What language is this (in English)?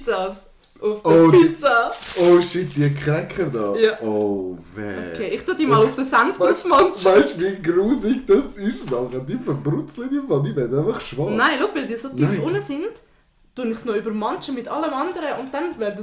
Swiss German